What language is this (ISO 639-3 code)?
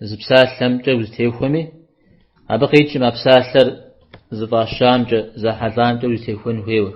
kbd